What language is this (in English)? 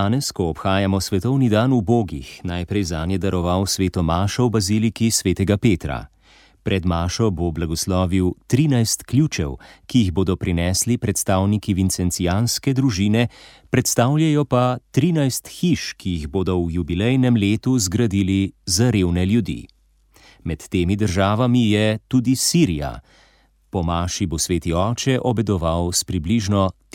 Slovenian